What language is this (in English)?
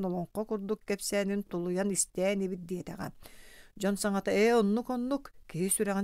Yakut